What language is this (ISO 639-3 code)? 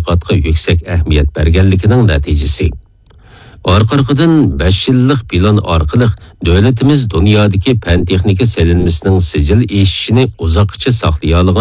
uig